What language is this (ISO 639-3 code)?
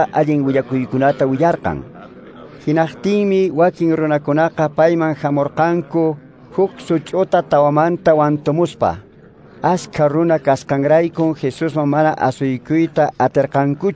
que